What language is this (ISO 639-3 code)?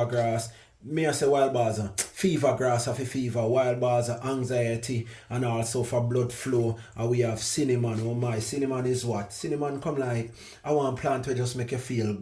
jam